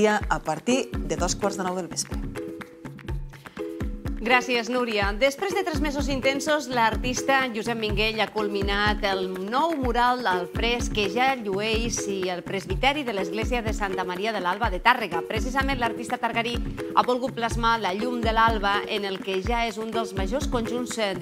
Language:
Catalan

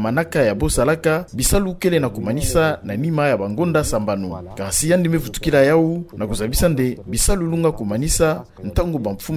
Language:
Kituba (Democratic Republic of Congo)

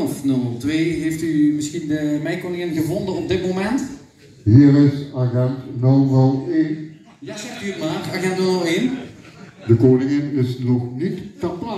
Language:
Limburgish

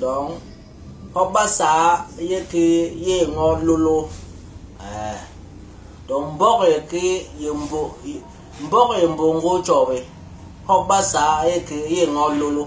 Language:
Basaa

